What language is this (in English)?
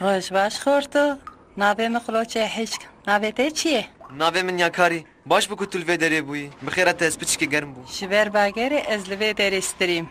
Kurdish